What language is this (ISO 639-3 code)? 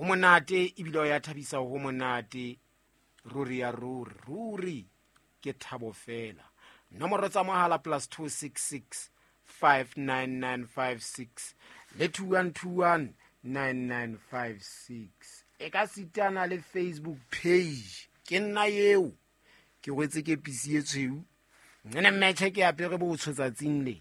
sot